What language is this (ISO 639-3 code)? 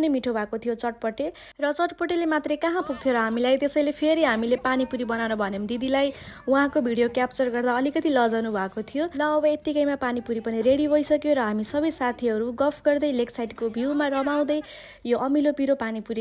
nep